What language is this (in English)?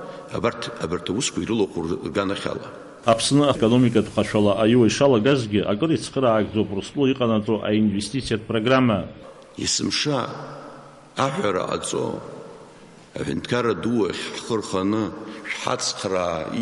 Abkhazian